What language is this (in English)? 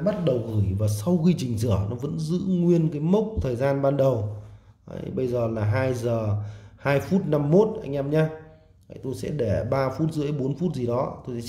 Vietnamese